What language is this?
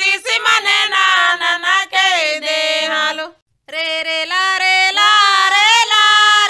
Gondi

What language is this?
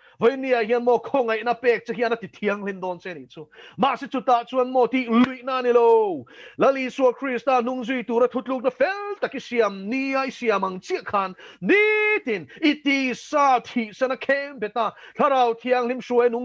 Mizo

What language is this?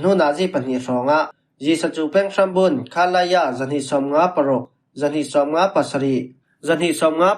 Falam Chin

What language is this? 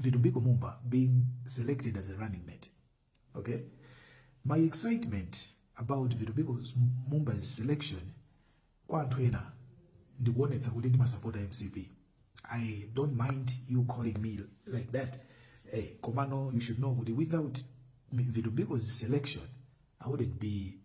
Nyanja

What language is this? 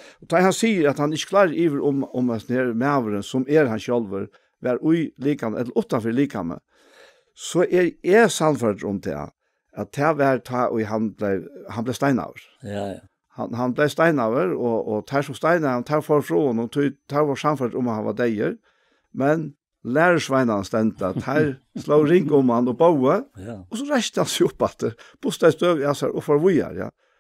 Faroese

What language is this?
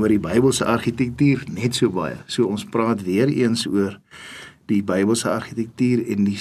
Afrikaans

